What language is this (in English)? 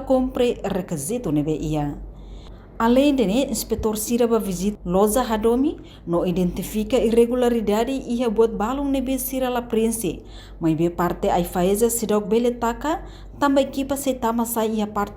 Tetum